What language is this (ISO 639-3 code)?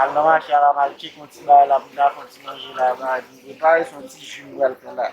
hat